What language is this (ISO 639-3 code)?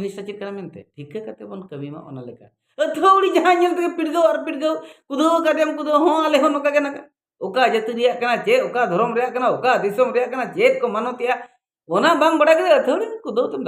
sat